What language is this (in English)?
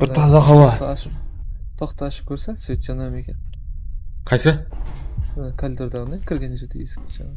Kara-Kalpak